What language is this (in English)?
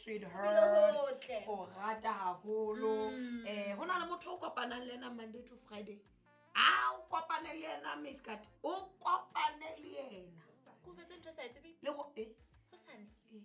Southern Sotho